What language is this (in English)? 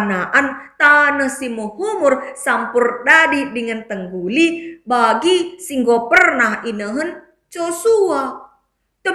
Batak Karo